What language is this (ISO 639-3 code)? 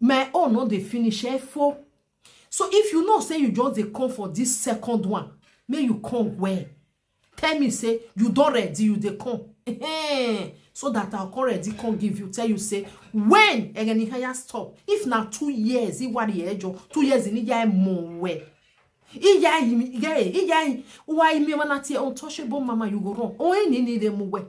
pcm